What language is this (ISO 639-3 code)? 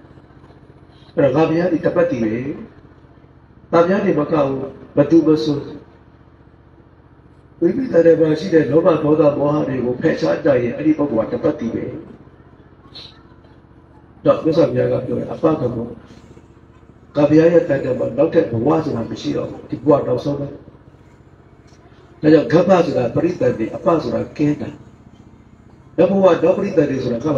mya